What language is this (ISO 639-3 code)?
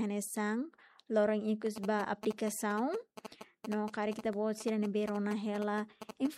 tet